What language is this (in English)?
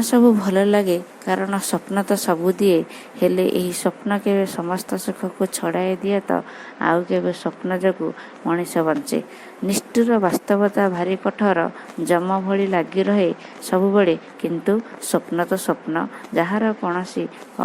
Odia